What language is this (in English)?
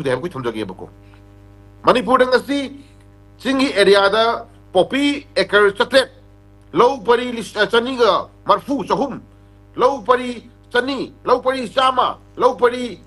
Manipuri